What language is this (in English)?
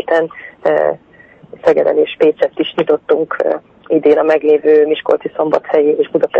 Hungarian